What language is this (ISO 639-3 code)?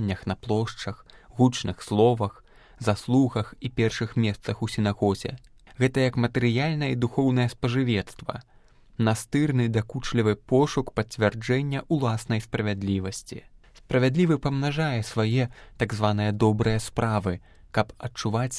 bel